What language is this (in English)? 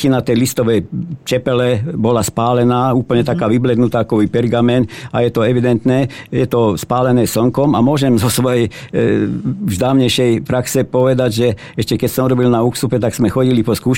Slovak